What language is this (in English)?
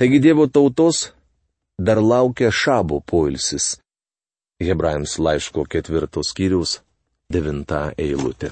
Lithuanian